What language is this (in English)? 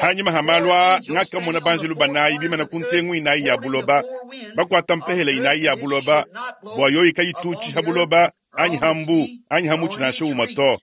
Luba-Lulua